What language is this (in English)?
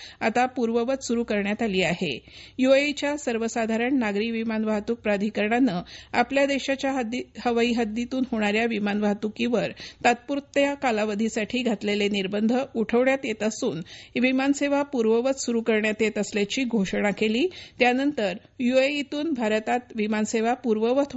Marathi